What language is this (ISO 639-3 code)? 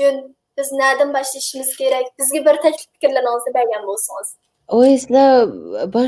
uig